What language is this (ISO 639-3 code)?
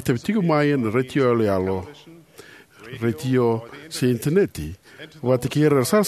fij